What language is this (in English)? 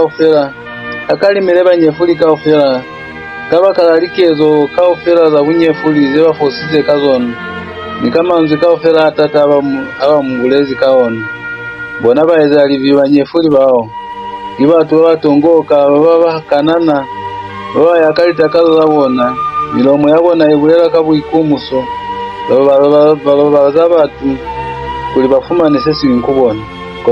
Lozi